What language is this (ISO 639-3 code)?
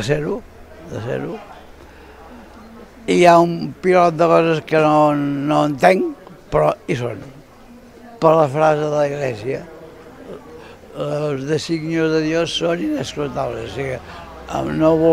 cat